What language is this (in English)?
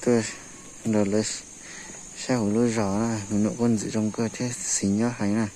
Hmong